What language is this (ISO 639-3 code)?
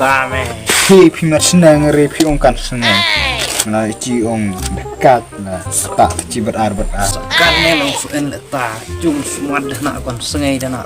kha